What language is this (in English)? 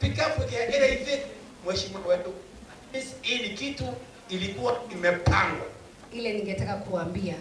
Meru